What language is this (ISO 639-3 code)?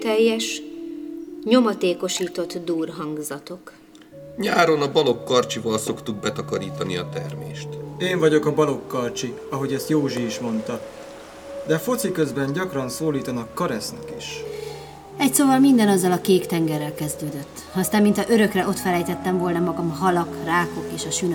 hun